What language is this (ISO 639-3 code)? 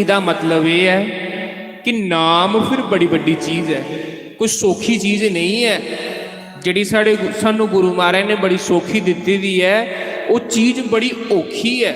doi